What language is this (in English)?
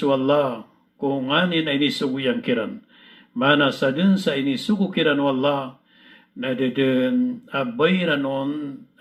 Maranao